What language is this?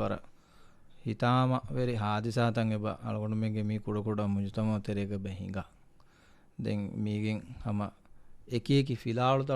Divehi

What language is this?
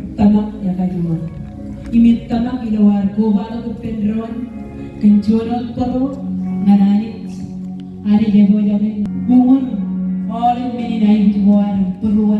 Marshallese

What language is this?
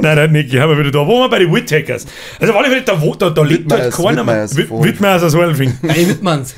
Bavarian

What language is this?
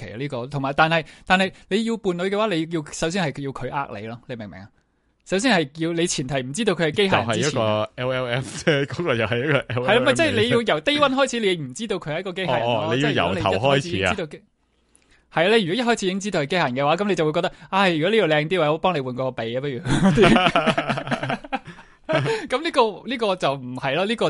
Cantonese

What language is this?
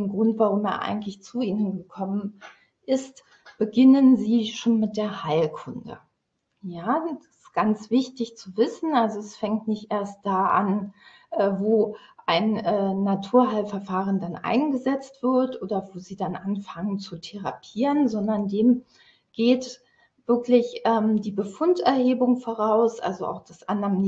German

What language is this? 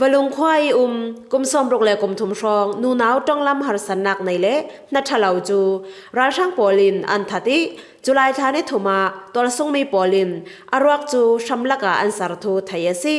Falam Chin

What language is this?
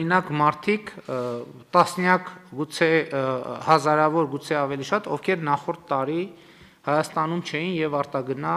Armenian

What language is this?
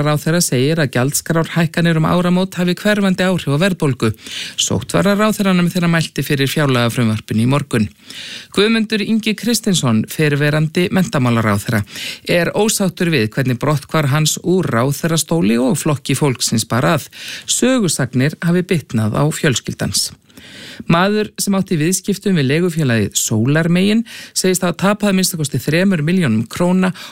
Icelandic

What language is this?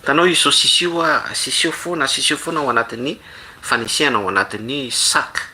Malagasy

